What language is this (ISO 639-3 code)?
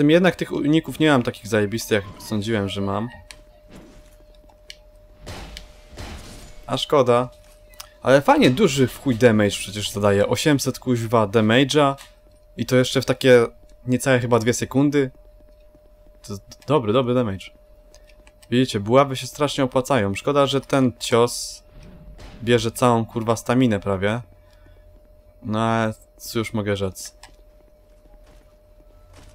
pol